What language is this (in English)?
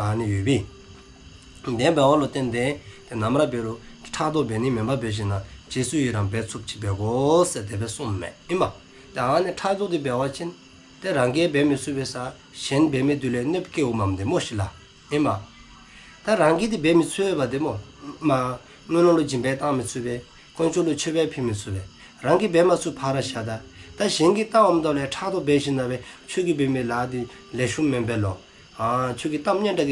Dzongkha